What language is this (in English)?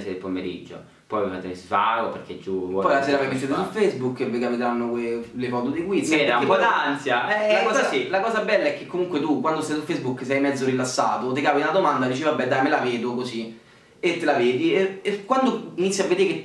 Italian